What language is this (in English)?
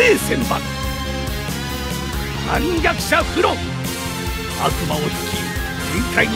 Japanese